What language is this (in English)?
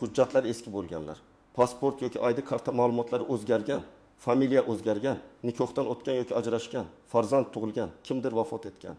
Uzbek